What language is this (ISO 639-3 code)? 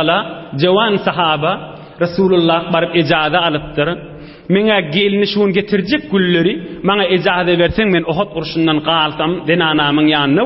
tuk